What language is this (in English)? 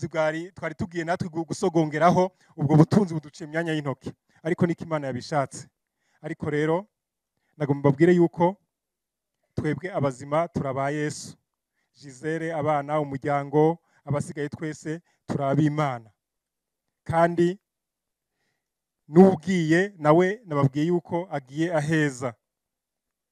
Kinyarwanda